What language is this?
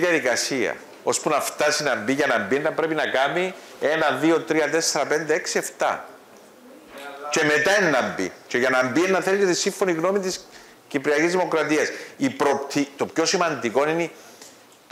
Greek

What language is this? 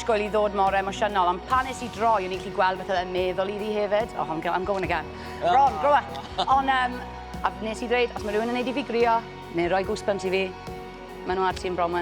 Welsh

